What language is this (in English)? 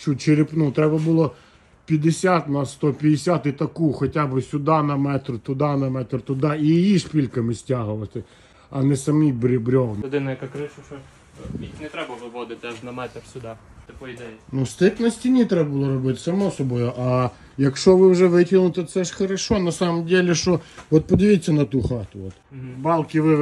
Ukrainian